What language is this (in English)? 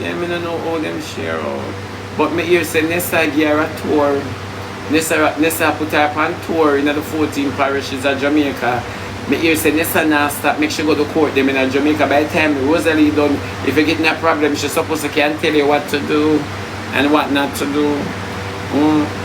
Jamaican Creole English